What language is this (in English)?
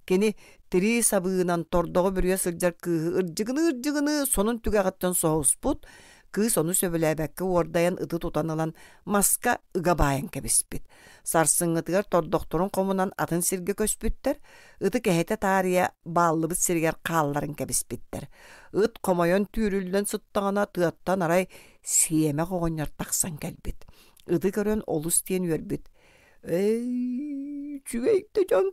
Yakut